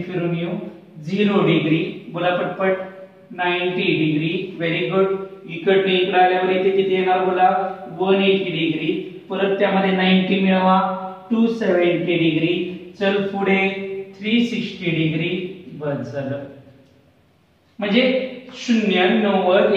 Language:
Marathi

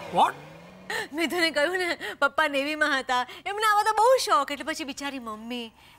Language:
Gujarati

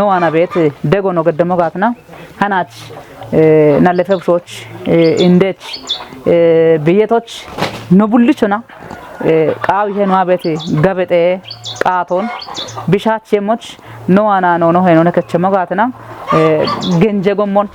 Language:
Kafa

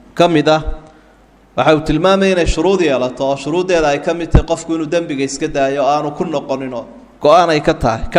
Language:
Somali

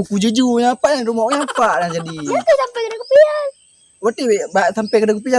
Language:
Achinese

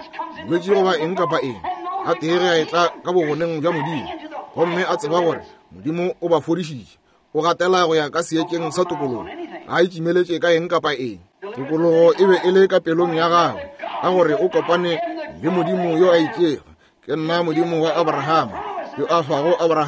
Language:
Northern Sotho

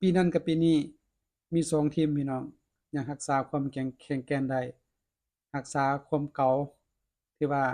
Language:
Lao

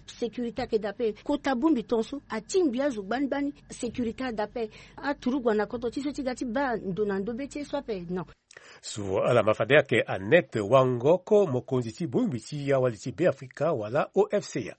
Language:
Sango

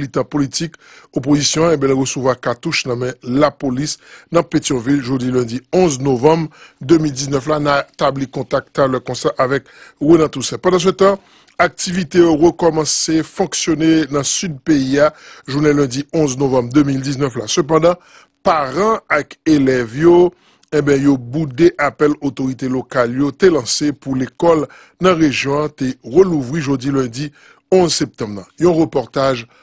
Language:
Haitian Creole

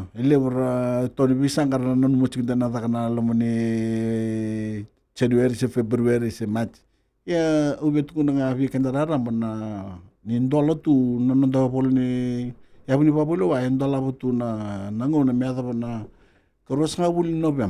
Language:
Fijian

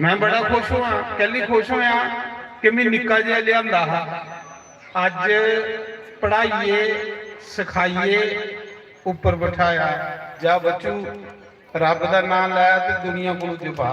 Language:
Dogri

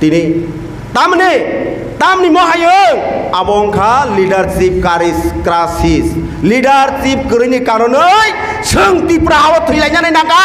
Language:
Kok Borok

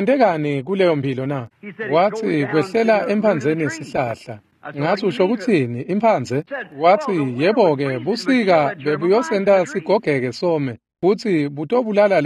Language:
Swati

